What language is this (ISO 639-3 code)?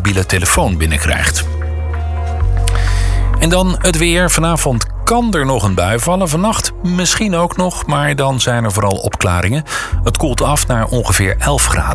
nld